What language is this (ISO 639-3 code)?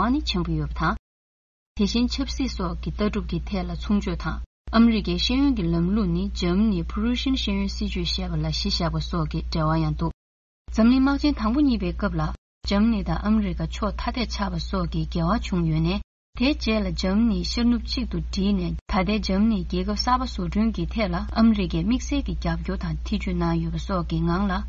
bod